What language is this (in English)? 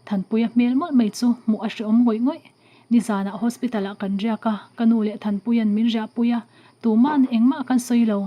Mizo